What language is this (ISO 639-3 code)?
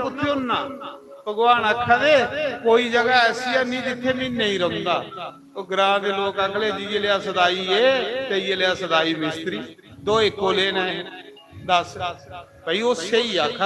doi